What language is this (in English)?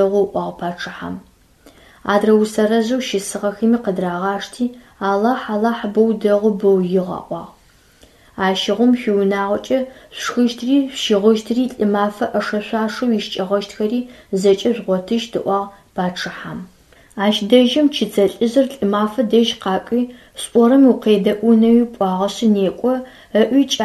Adyghe